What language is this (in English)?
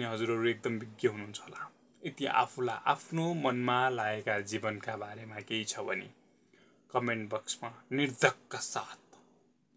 Nepali